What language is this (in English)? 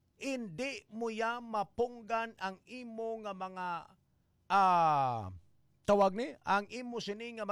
Hiligaynon